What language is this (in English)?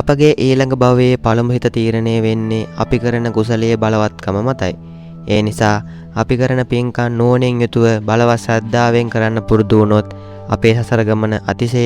Sinhala